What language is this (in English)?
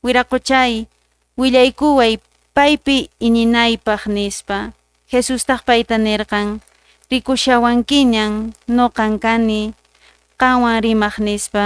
Quechua